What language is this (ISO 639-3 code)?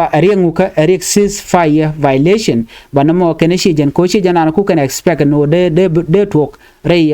nus